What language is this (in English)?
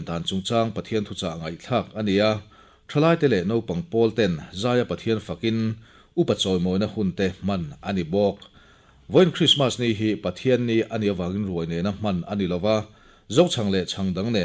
Mizo